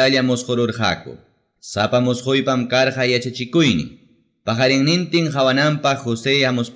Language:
Ayacucho Quechua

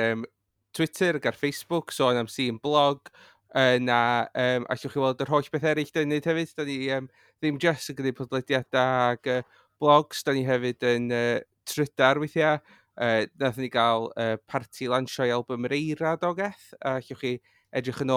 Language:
Welsh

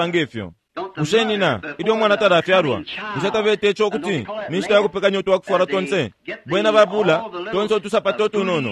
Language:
Bemba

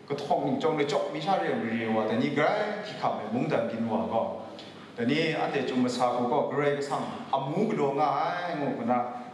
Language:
Kachin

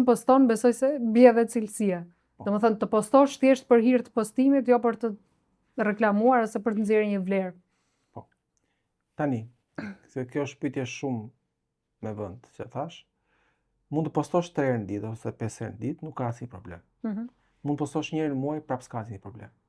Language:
Albanian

